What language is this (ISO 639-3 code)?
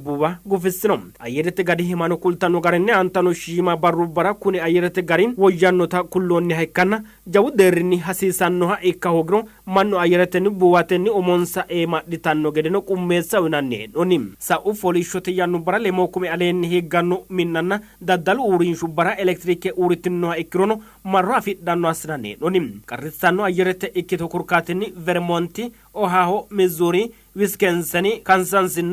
sid